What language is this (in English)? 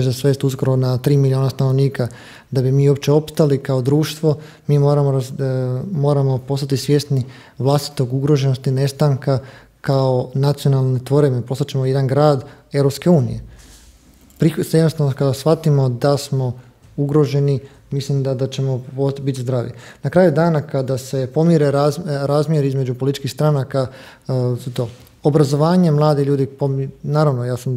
Croatian